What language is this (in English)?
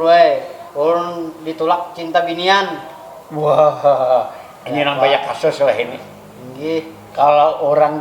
Banjar